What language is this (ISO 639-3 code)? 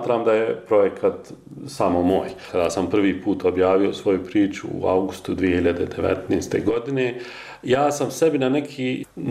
bos